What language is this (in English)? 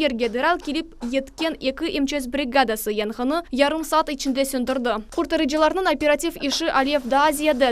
Crimean Tatar